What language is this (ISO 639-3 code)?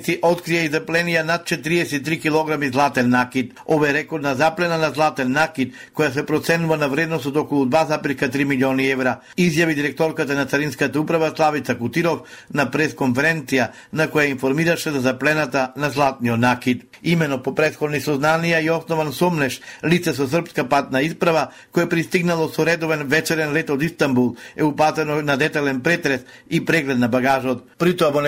mkd